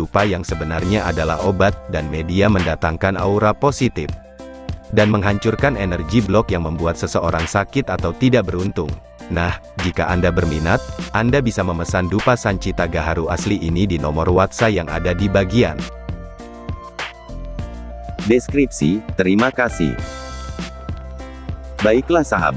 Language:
Indonesian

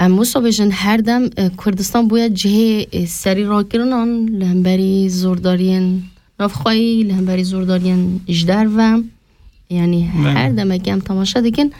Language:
Kurdish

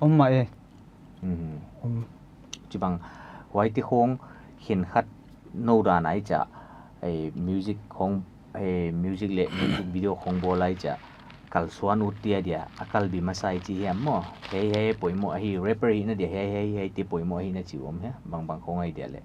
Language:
Paite Chin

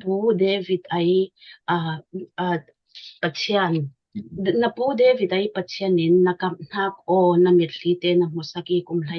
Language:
Falam Chin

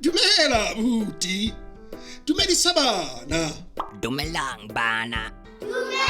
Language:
Southern Sotho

